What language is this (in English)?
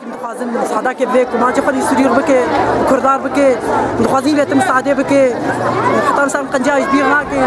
Kurdish